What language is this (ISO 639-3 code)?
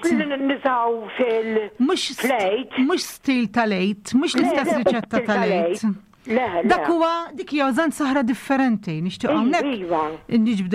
mlt